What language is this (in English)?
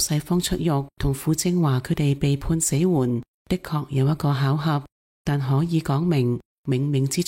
Cantonese